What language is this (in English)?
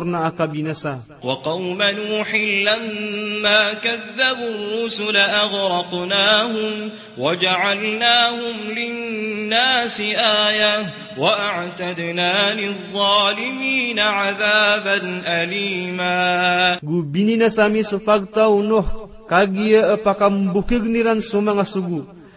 Maranao